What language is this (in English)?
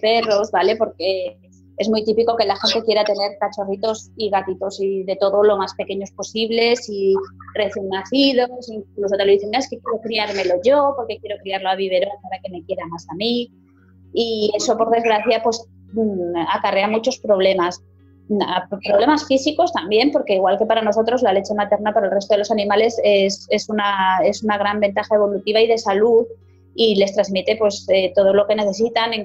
Spanish